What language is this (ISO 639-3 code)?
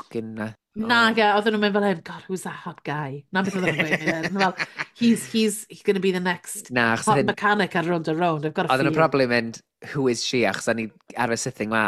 cym